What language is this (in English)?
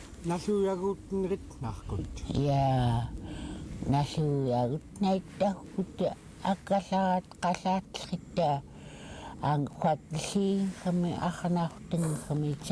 Central Yupik